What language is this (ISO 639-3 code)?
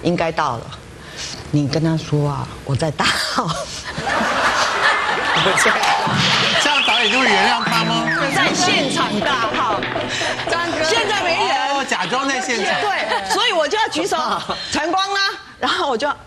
zho